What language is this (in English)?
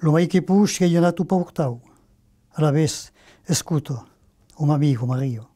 Occitan